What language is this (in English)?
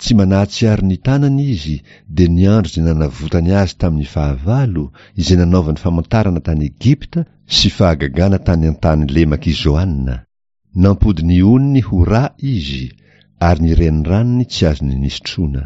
Malagasy